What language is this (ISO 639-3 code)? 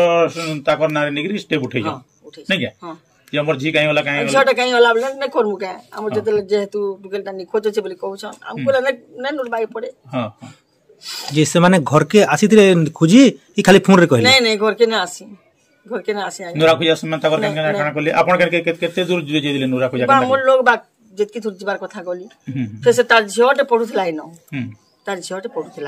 spv